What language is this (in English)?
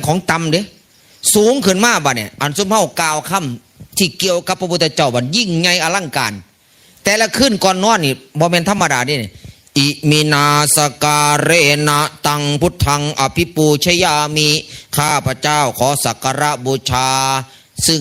Northeastern Thai